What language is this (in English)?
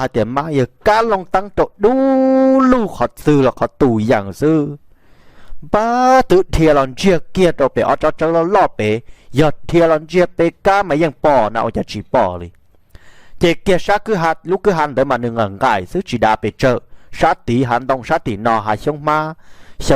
Hmong